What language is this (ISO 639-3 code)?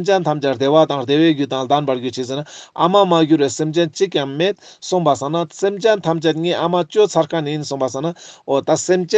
lbj